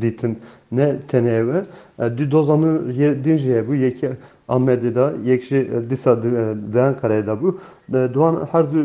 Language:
Kurdish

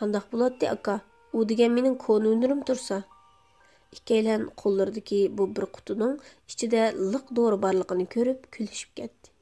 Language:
Uyghur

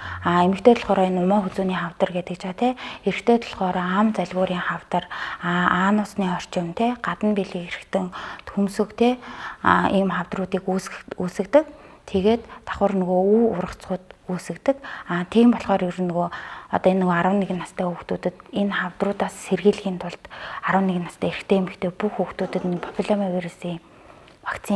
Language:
Mongolian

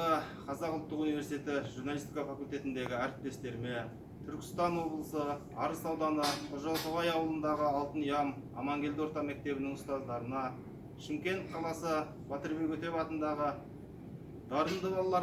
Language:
Kazakh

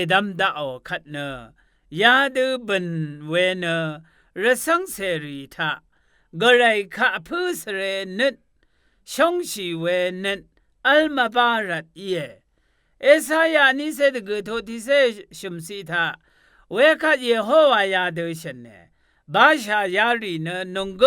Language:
Rawang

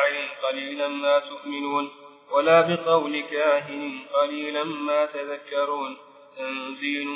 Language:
Arabic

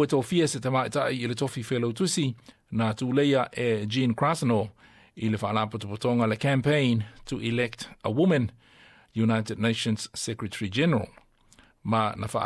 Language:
Samoan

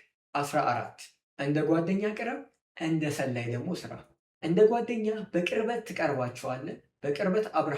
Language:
Amharic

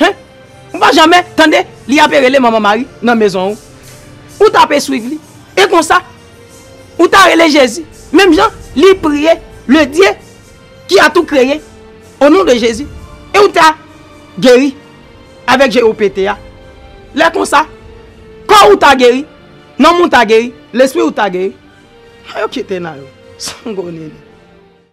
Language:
Haitian Creole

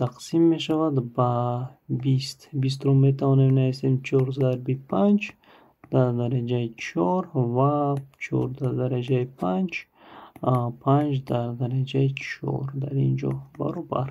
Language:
Tajik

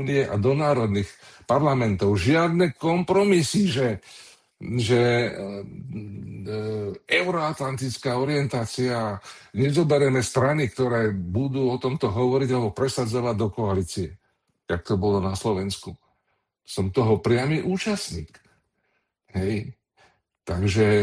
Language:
Slovak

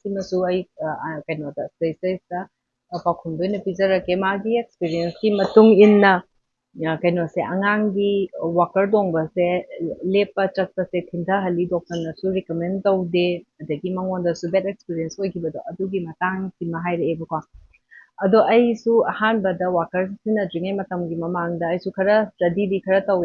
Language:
Manipuri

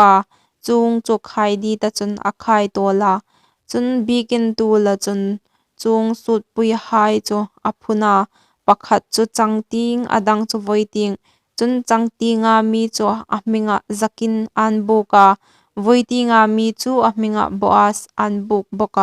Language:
Hmar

